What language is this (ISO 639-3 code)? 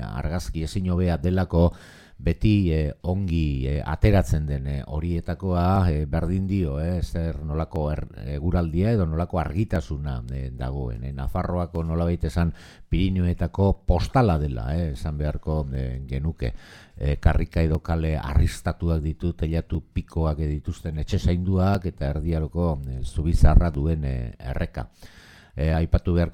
eus